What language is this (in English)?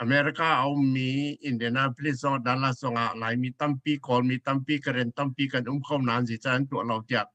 Hakha Chin